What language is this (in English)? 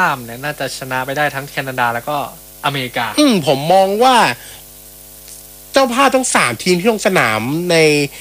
Thai